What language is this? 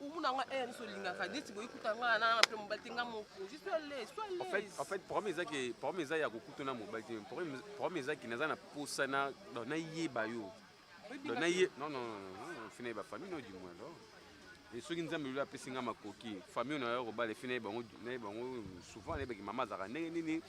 Lingala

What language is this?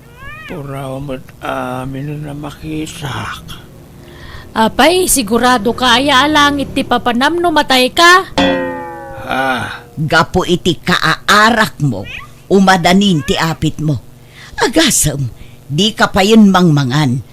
Iloko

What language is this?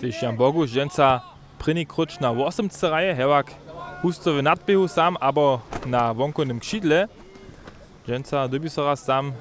Upper Sorbian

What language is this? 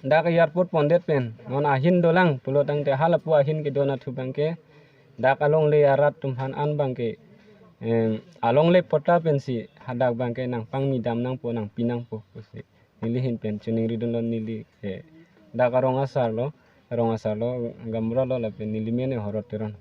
Karbi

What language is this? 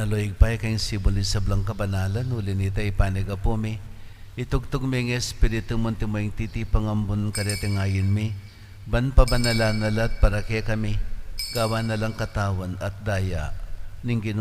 Pampanga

